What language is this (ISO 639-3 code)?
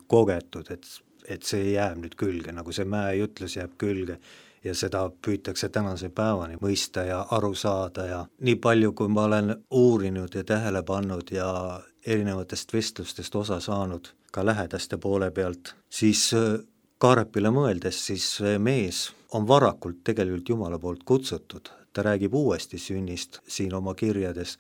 est